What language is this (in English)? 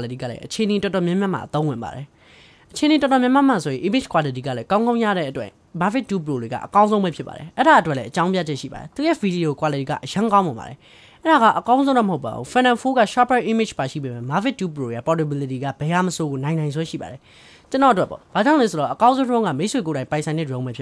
Burmese